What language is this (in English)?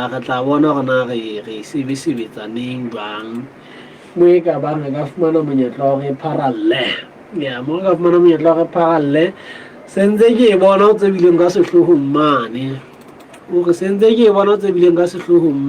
Southern Sotho